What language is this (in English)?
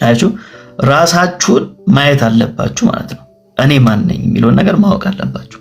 Amharic